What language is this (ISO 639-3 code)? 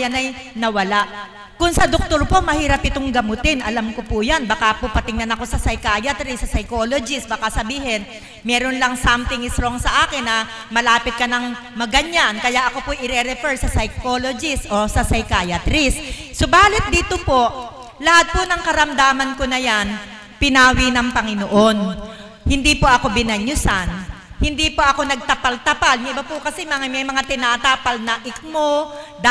fil